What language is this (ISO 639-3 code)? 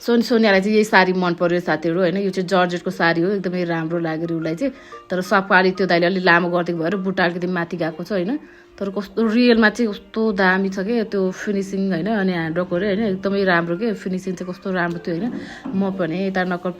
nep